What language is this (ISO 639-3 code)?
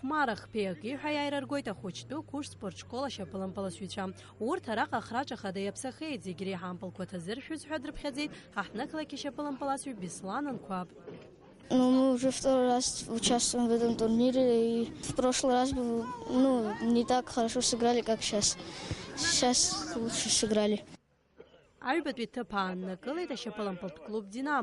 abk